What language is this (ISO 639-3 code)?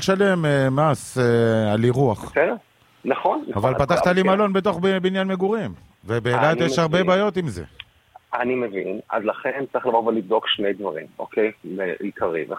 heb